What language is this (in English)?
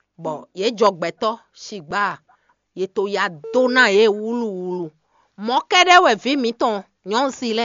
Fon